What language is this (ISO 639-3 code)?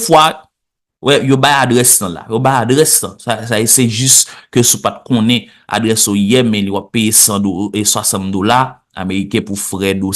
hat